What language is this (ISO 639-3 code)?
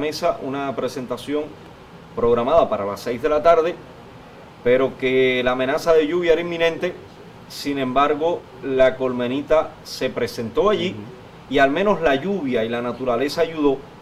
spa